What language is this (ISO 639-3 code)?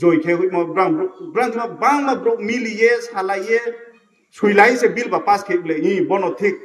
trp